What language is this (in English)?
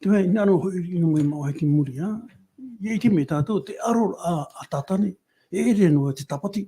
Tahitian